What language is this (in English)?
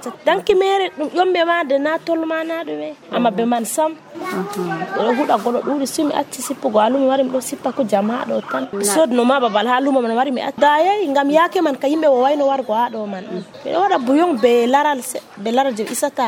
Nigerian Fulfulde